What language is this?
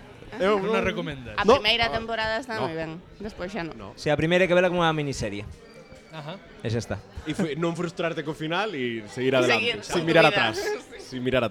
Galician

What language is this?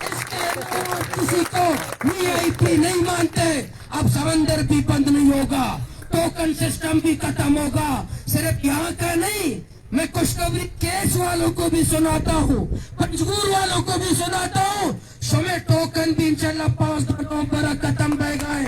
Baluchi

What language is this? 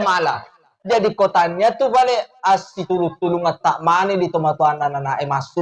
Buginese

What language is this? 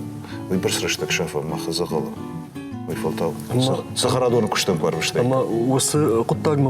Ossetic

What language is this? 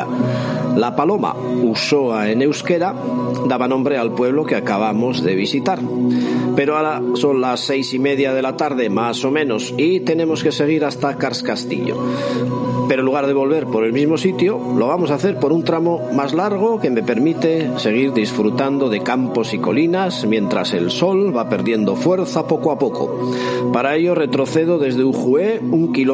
Spanish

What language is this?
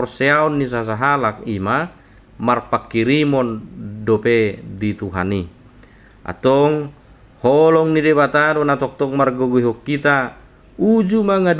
Batak Toba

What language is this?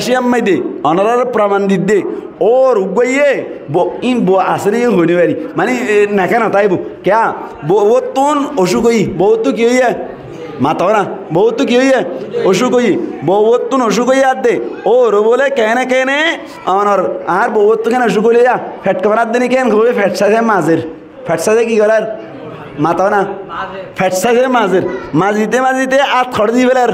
Rohingya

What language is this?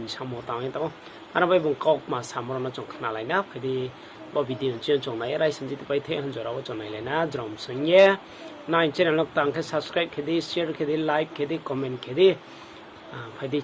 Riang (India)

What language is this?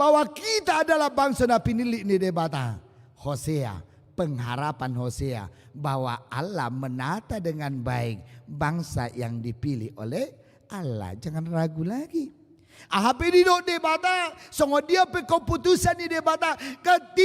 Batak Toba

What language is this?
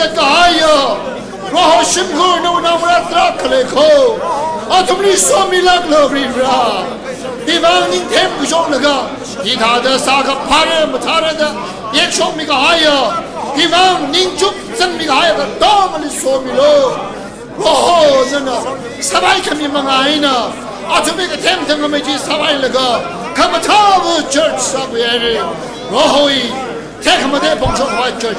Tangkhul Naga (India)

